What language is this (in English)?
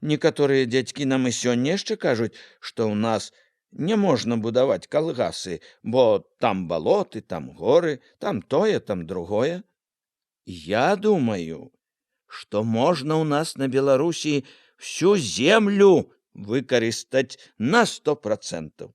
Belarusian